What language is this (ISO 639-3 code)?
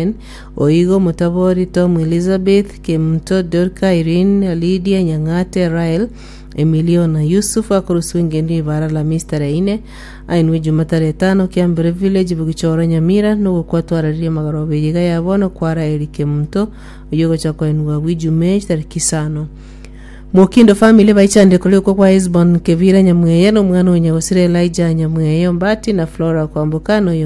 guz